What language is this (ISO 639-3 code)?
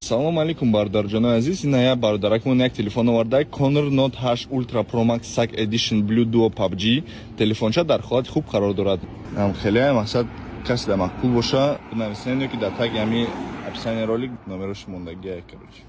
tgk